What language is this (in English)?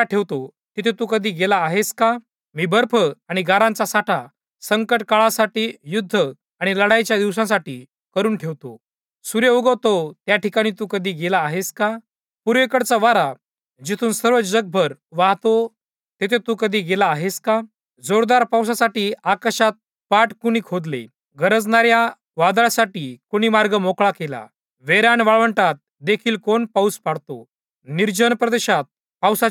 Marathi